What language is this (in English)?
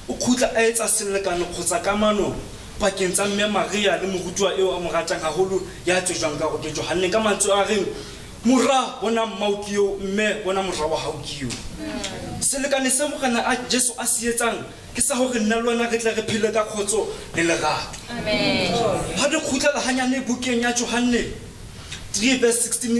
Southern Sotho